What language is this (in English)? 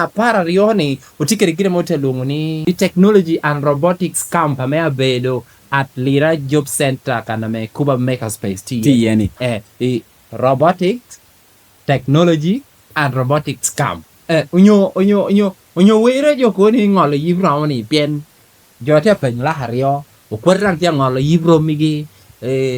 Lango (Uganda)